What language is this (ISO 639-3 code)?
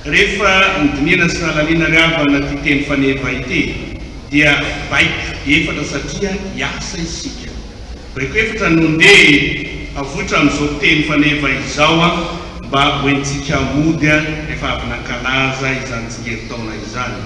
mlg